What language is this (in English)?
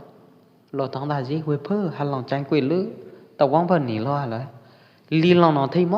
Pwo Eastern Karen